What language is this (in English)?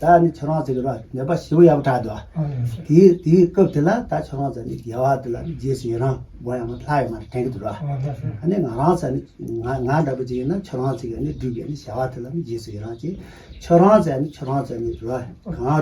Tibetan